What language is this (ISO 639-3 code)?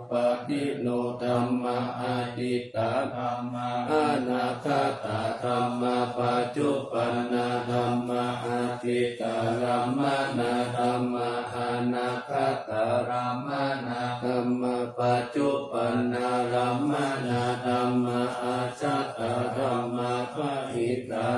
pli